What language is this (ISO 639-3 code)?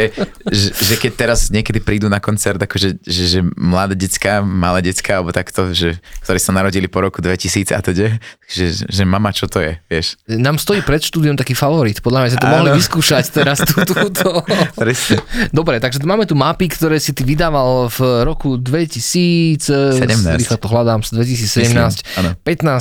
slk